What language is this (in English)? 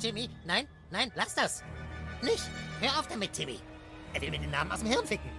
Swiss German